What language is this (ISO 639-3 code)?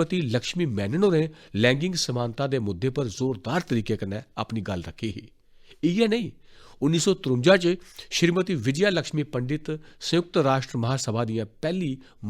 doi